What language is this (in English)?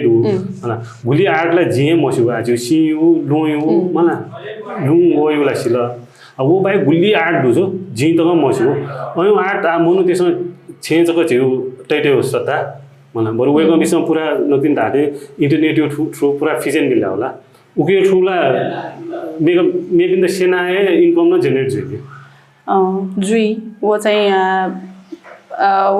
Newari